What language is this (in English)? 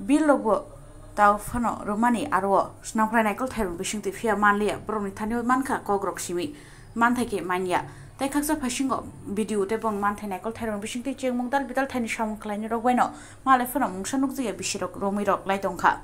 Kok Borok